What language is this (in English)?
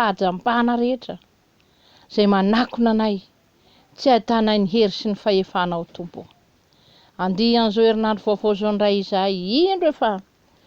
Malagasy